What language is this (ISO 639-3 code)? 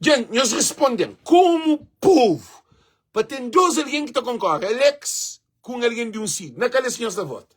kea